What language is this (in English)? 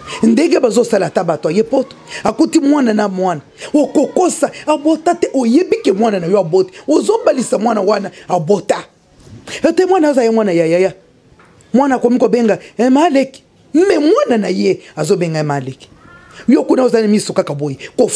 Lingala